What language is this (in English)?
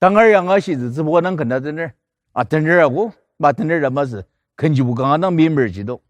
Ao Naga